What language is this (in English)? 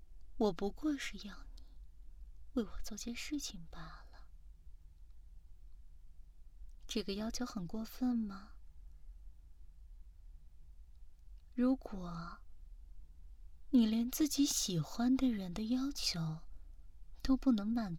Chinese